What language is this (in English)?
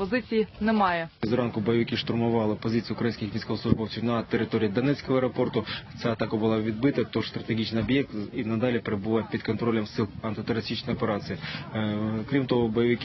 Ukrainian